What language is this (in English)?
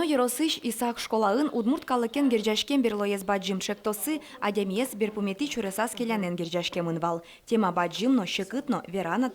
Udmurt